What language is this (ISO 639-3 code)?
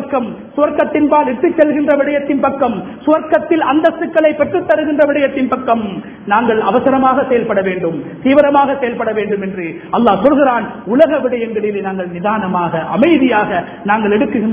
tam